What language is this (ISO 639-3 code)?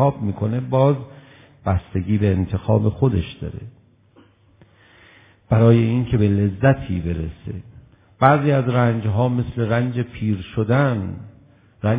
fas